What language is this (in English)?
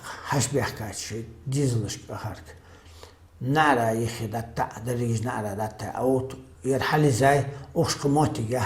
Ingush